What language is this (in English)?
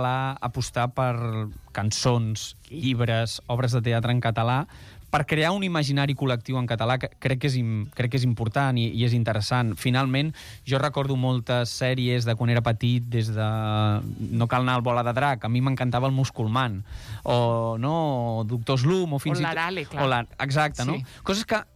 Catalan